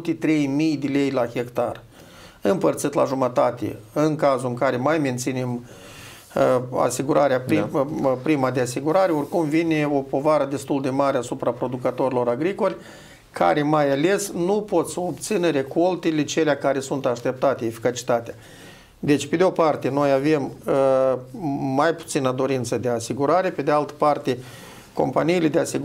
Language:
Romanian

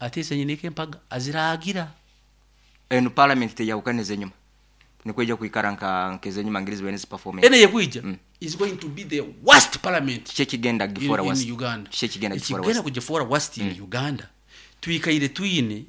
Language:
Nyoro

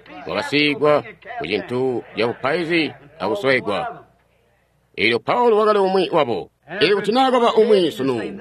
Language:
Tonga (Zambia)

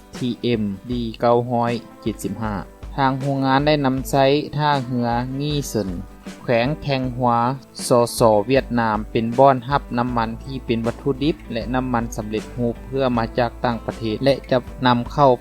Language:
Lao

